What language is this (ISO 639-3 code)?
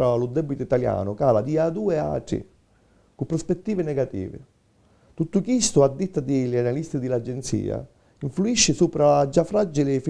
scn